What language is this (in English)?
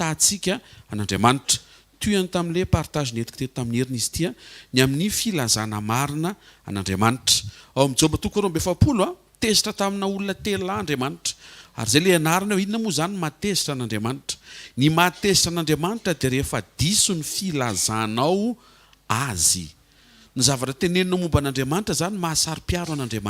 Malagasy